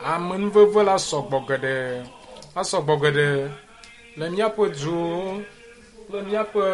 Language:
Ewe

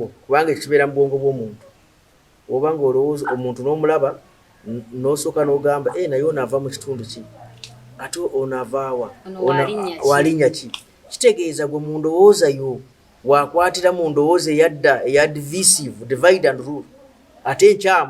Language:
Ganda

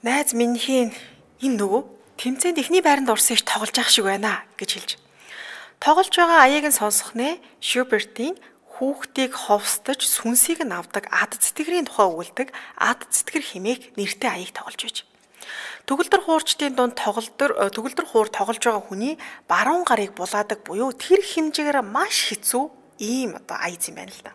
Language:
Mongolian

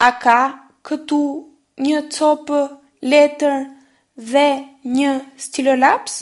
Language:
Albanian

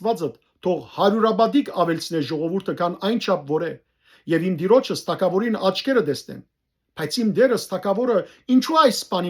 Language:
Western Armenian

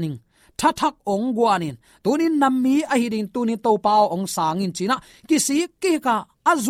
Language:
Tedim Chin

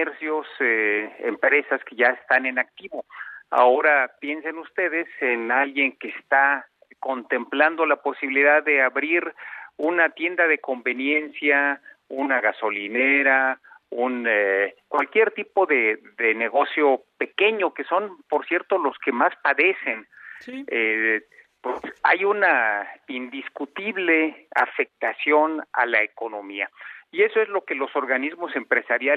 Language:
Spanish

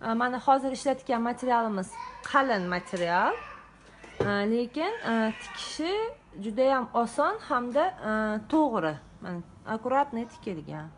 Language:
Uzbek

